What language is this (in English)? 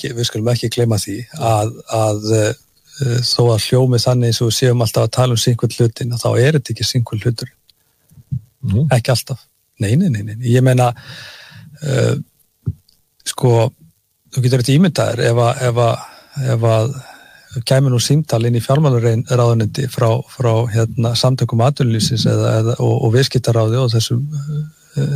Icelandic